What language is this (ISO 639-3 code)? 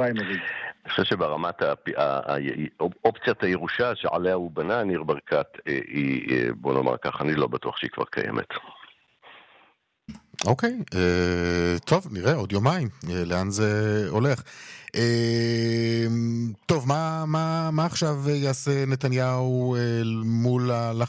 heb